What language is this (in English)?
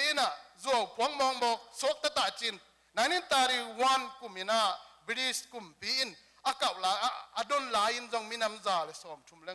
Tedim Chin